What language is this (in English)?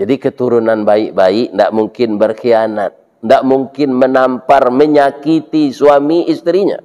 Minangkabau